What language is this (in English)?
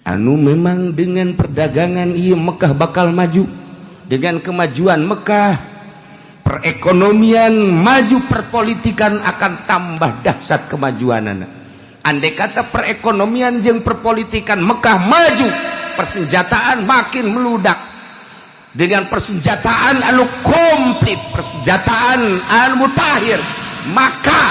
Sundanese